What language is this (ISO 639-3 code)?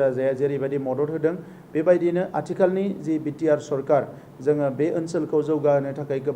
brx